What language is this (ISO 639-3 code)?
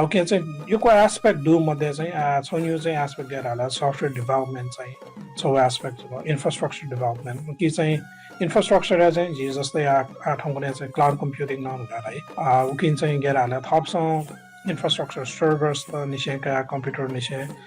new